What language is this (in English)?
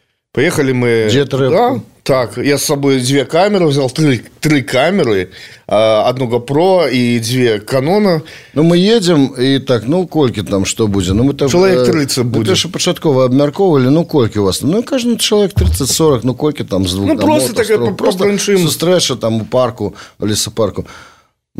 Belarusian